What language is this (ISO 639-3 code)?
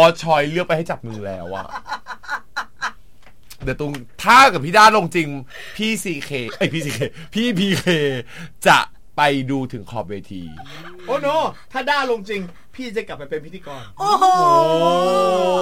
tha